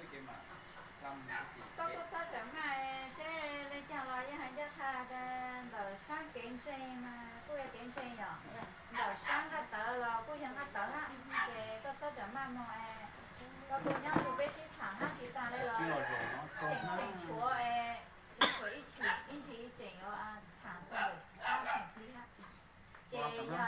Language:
Hmong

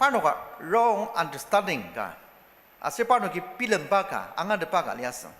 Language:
Ao Naga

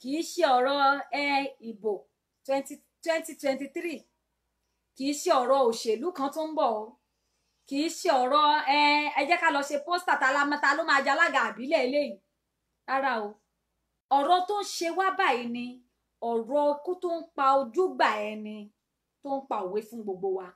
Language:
Yoruba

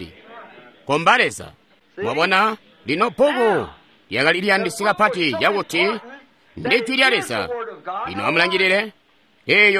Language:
Tonga (Zambia)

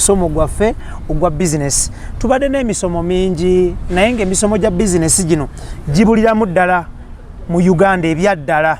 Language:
Ganda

